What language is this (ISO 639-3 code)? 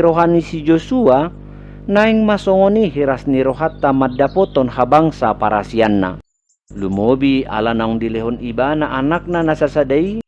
bbc